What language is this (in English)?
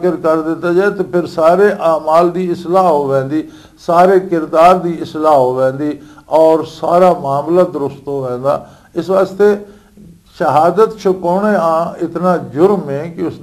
Western Panjabi